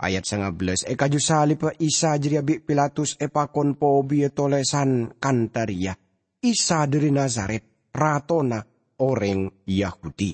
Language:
Madurese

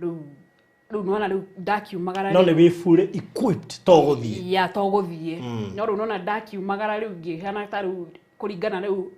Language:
Kikuyu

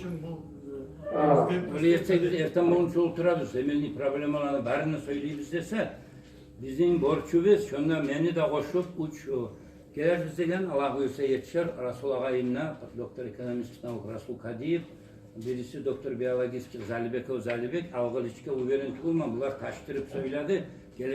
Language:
Kumyk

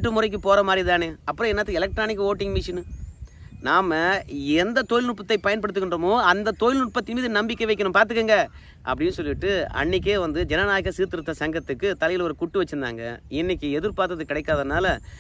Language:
Tamil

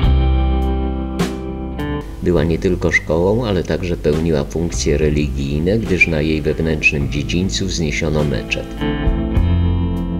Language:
Polish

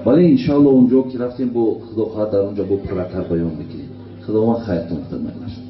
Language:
Tajik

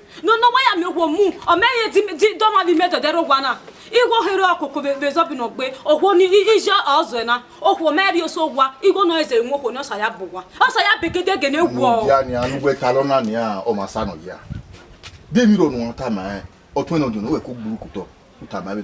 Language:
Bini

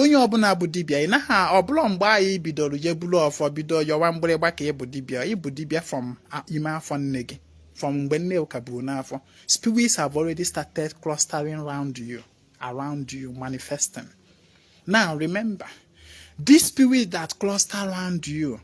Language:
Igbo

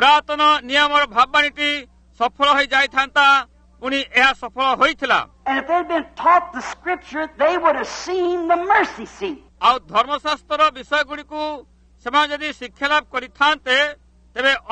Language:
Odia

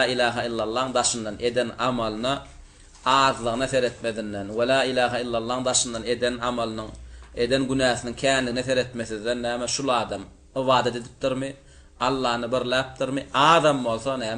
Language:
Turkmen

